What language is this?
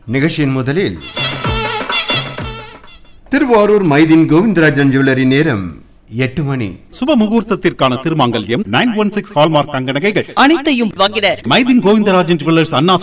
Tamil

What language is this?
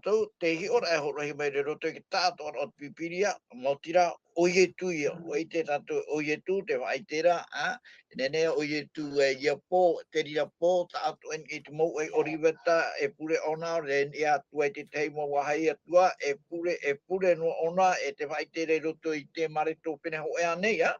Tahitian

